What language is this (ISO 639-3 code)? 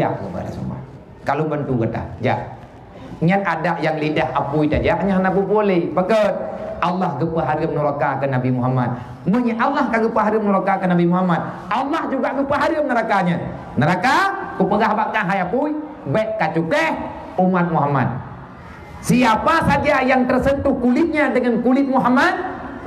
ace